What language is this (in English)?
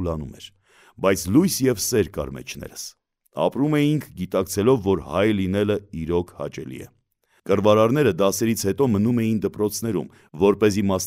Armenian